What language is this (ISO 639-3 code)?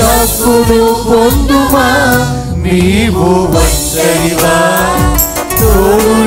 tel